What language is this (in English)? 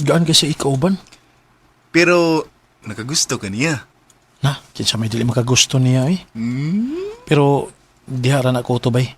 Cebuano